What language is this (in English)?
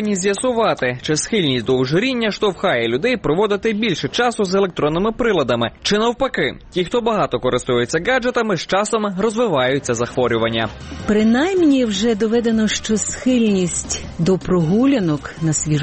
Ukrainian